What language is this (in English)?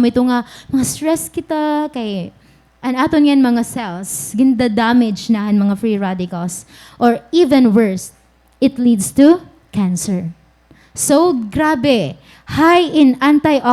Waray